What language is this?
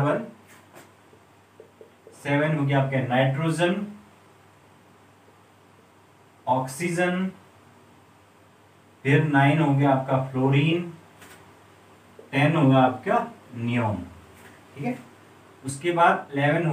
Hindi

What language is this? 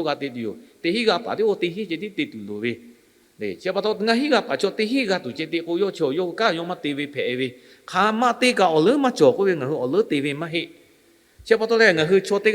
Lahu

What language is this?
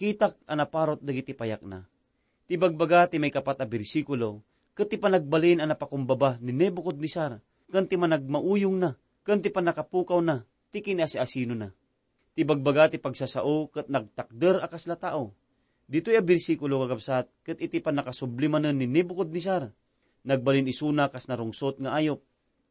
Iloko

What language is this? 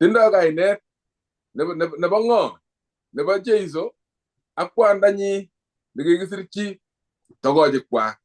Kalenjin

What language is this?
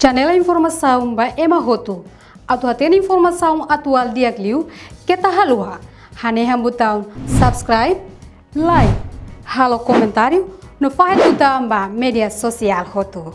Tetum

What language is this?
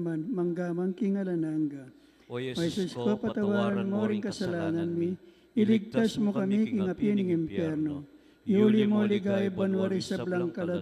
Pampanga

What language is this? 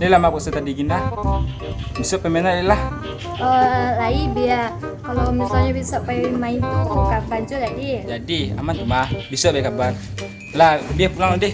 Minangkabau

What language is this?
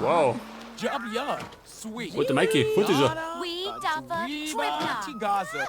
Bavarian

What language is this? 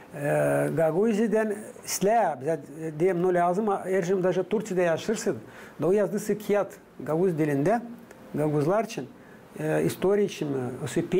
Gagauz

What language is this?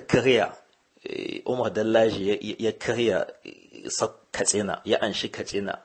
Hausa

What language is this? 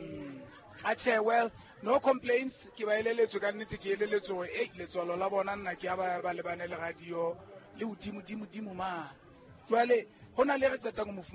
Southern Sotho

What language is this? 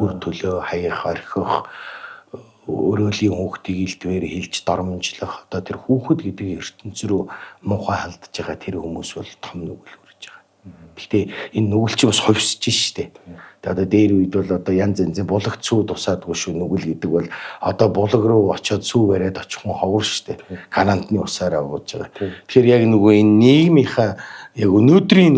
Mongolian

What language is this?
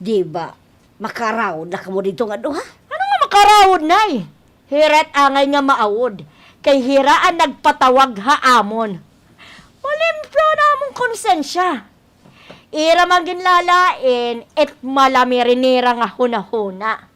Waray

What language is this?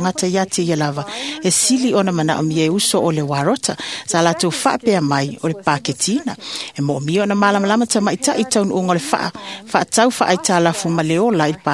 Samoan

